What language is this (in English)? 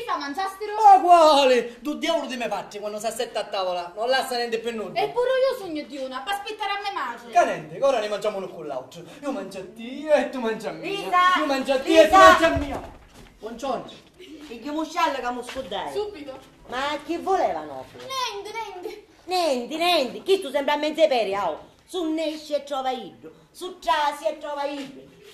Sicilian